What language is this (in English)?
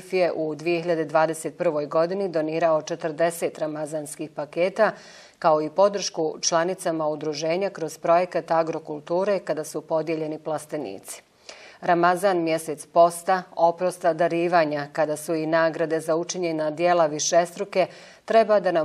Bosnian